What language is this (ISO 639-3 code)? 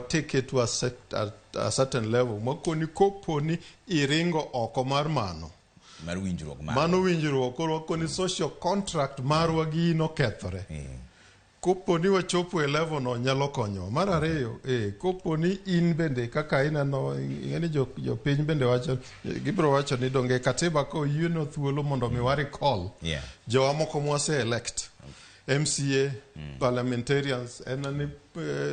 luo